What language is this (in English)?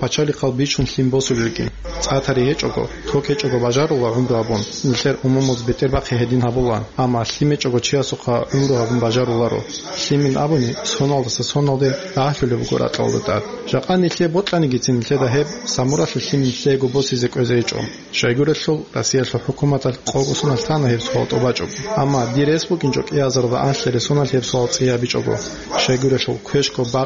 Avaric